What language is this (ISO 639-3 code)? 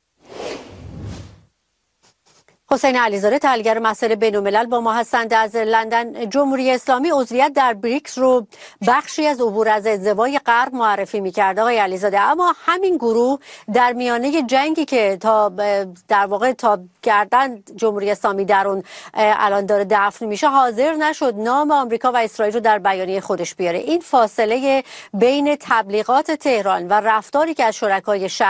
fas